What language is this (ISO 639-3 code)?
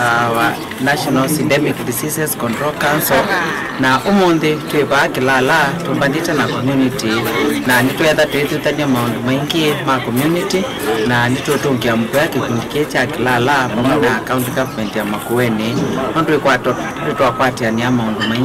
kam